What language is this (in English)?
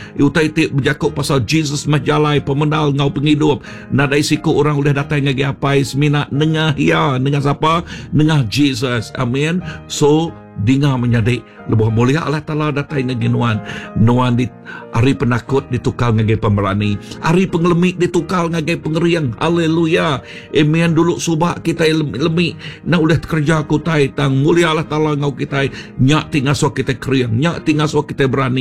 Iban